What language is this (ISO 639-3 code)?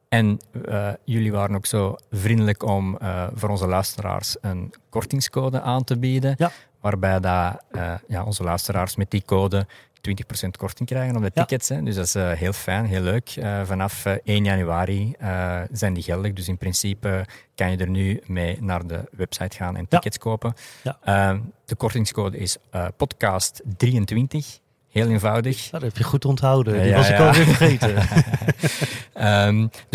nld